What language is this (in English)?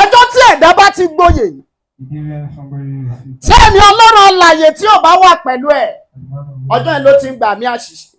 Yoruba